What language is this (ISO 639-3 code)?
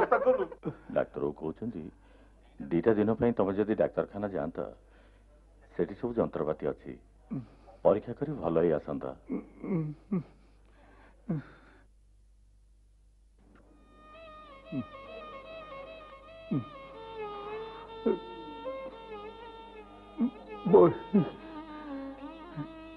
ori